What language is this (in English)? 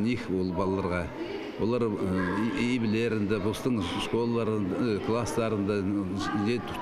Khakas